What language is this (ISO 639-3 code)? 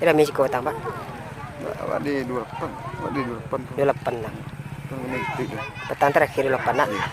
min